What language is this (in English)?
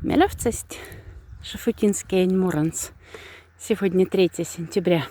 Moksha